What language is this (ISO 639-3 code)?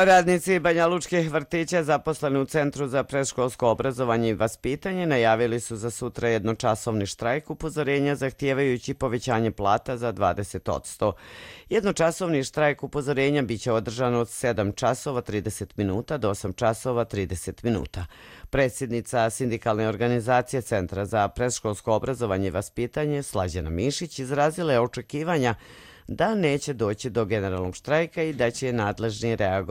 hrv